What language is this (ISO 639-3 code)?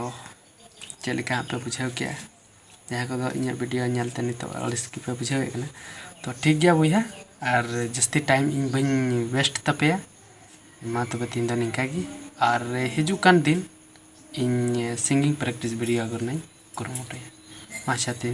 sat